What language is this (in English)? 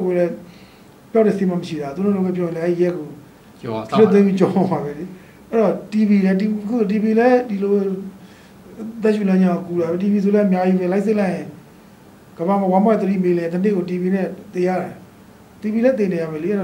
Burmese